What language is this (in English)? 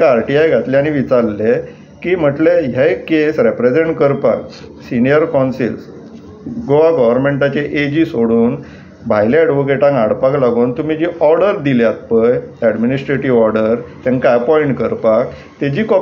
Konkani